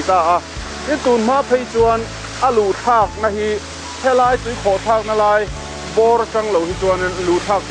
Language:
Mizo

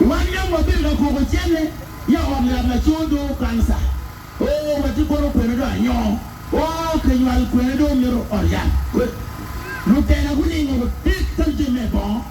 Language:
Acoli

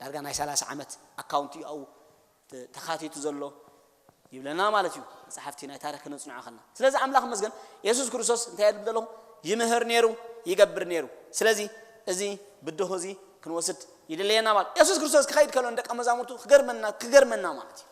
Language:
Tigrinya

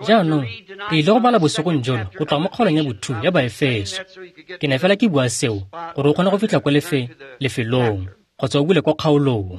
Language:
Tswana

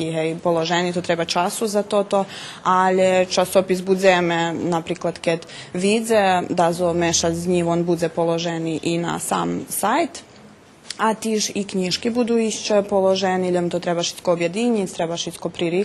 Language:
Rusyn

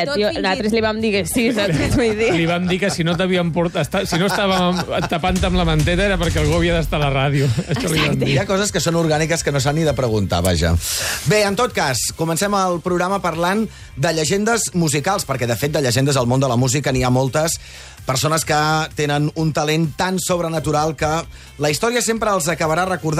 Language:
Catalan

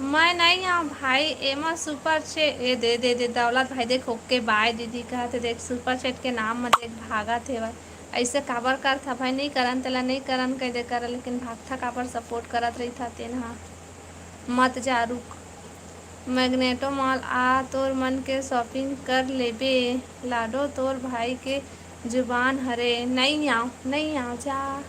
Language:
Chhattisgarhi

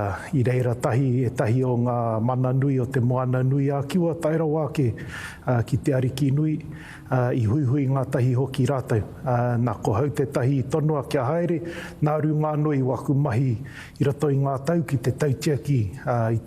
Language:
Māori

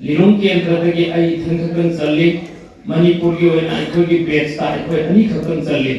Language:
Manipuri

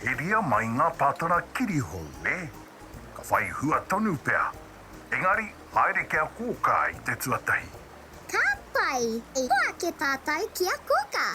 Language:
Māori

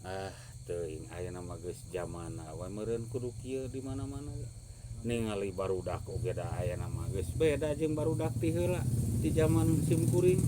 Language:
Sundanese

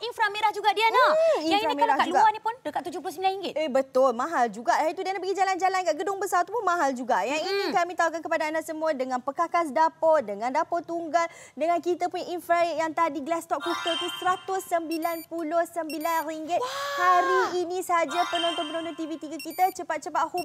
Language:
Malay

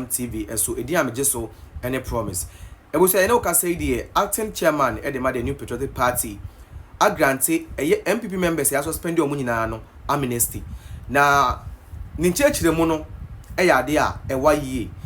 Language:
Akan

